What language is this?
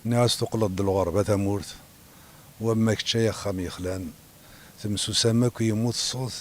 Kabyle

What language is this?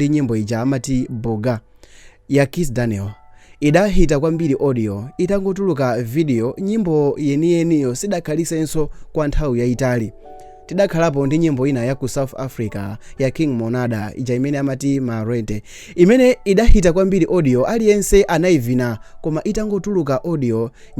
Nyanja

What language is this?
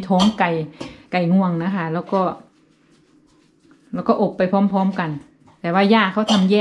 Thai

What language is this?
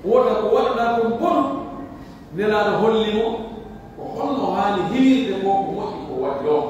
Pular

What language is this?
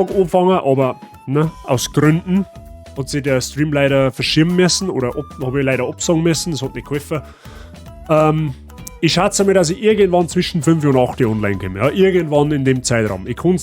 Bavarian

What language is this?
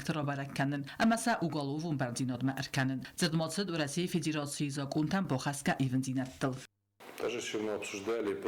Ossetic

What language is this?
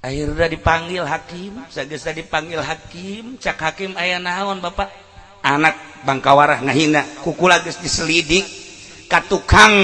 Sundanese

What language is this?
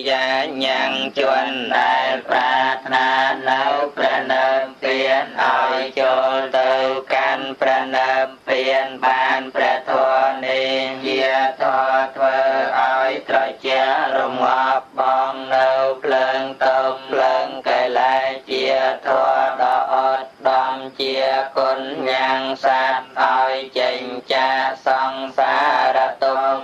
Khmer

